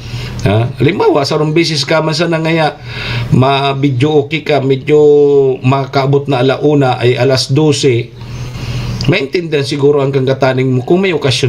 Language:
Bikol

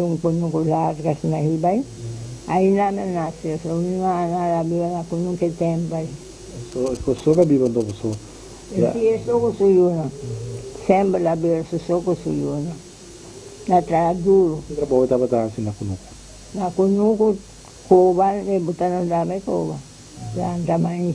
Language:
Papiamento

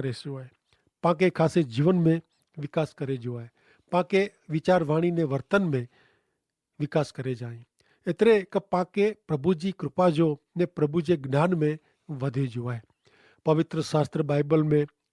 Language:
Kachhi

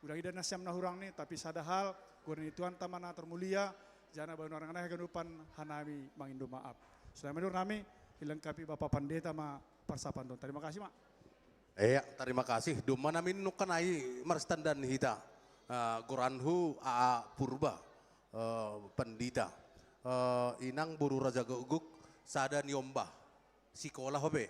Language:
Batak Simalungun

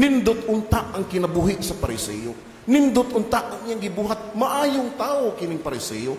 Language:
Cebuano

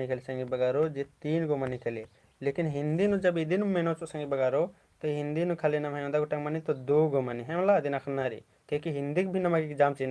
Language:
Kurukh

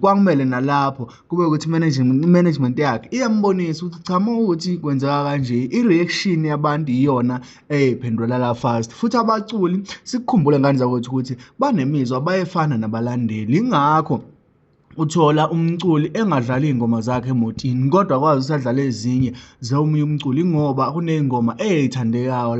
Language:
Zulu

